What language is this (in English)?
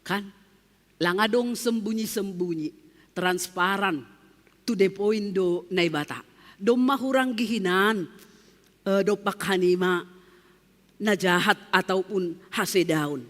Batak Simalungun